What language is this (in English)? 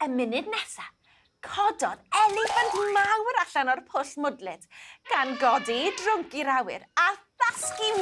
Welsh